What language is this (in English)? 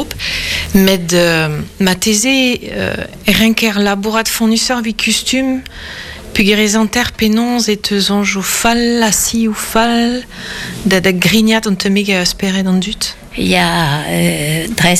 Breton